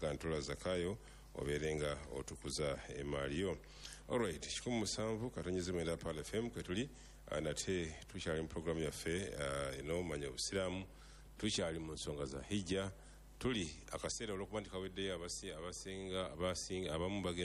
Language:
Ganda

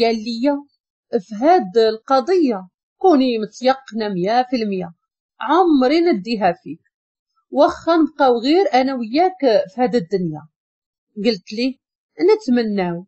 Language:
Moroccan Arabic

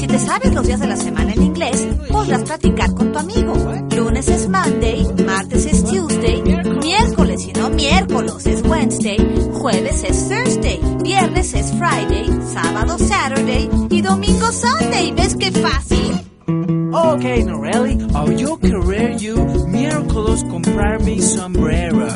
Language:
Spanish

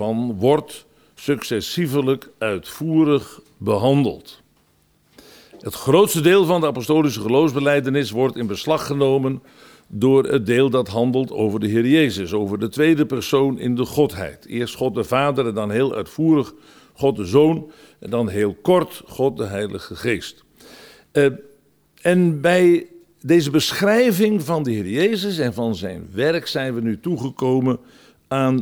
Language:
Dutch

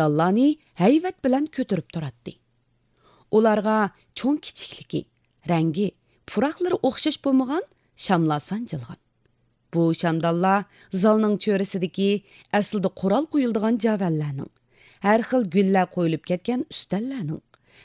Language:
Uyghur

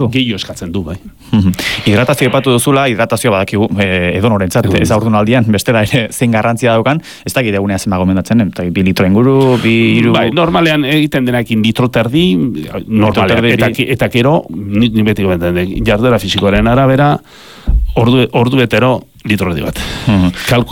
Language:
Basque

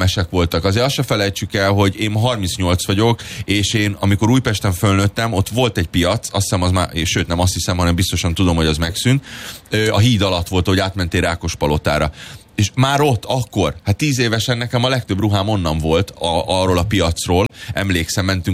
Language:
Hungarian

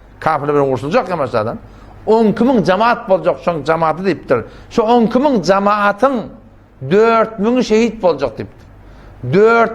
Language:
Turkmen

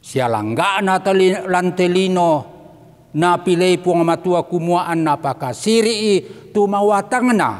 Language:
Toraja-Sa'dan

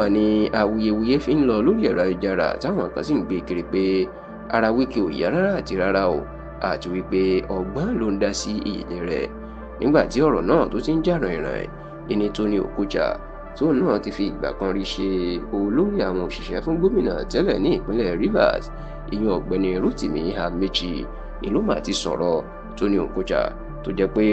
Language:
Yoruba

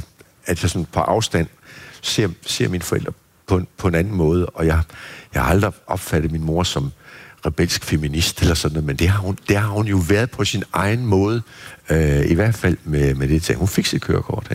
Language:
Danish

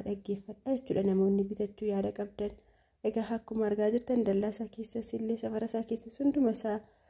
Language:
Oromo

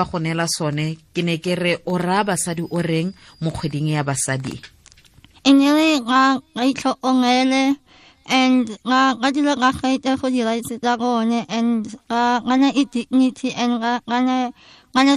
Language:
Tswana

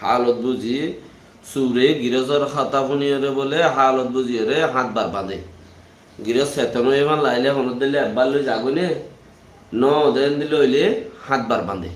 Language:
Rohingya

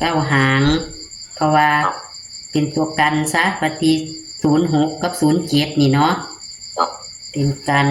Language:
Northeastern Thai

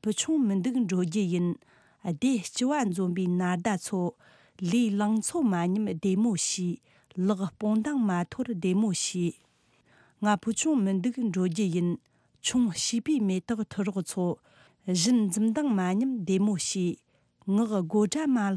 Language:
Tibetan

